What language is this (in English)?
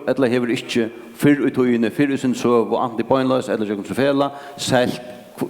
Faroese